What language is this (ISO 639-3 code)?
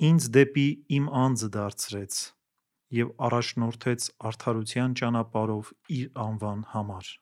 hye